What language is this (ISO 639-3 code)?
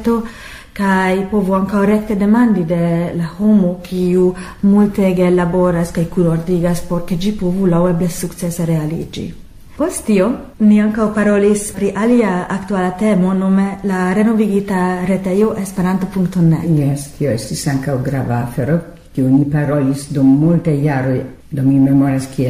epo